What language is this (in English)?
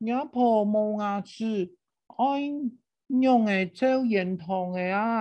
Hakka Chinese